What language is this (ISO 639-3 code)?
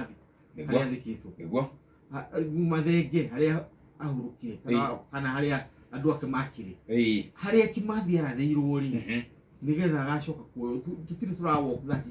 kik